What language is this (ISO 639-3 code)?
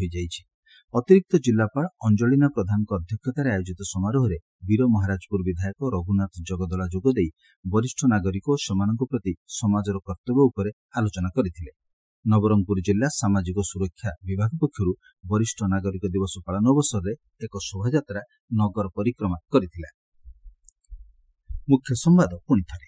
ori